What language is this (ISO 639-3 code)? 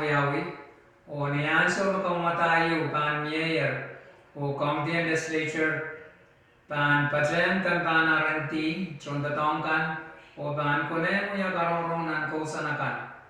pon